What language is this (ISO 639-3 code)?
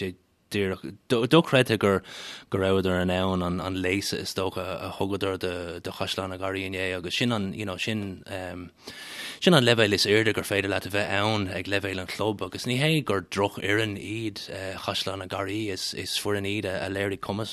gle